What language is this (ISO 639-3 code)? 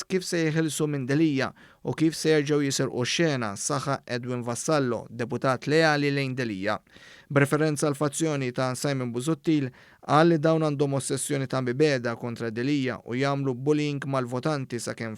mlt